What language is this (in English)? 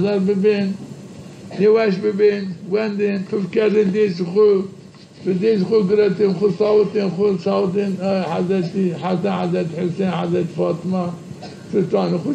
Zaza